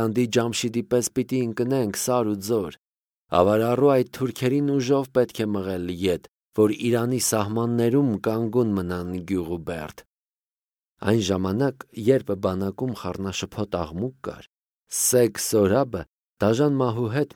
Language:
Armenian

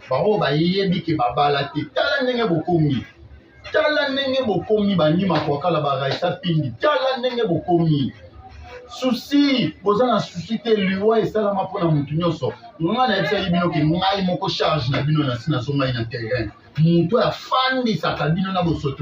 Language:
Lingala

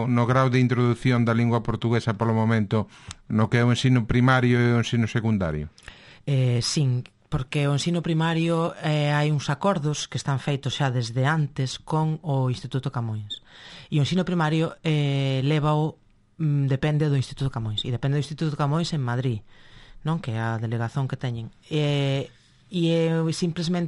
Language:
Galician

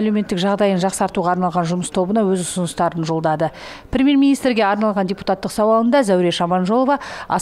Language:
Kazakh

